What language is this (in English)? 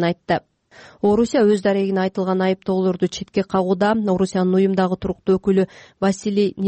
Kyrgyz